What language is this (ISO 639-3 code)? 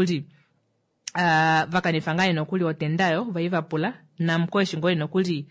kua